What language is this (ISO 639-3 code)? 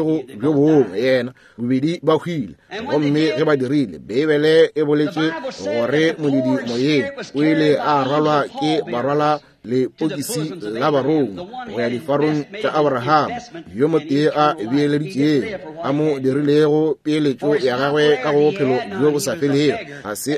nso